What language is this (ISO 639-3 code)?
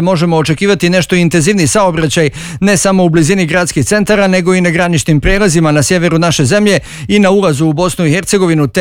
bos